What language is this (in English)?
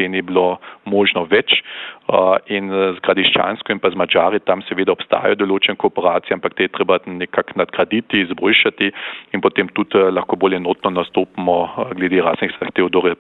Slovenian